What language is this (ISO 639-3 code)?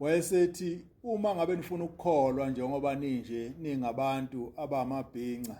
zul